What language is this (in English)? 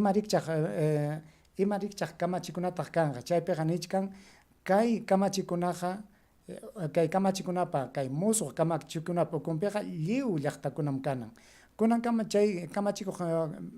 Ayacucho Quechua